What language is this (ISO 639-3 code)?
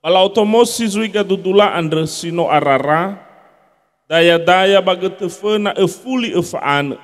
nia